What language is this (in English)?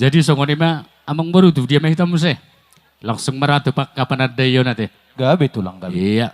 Batak Toba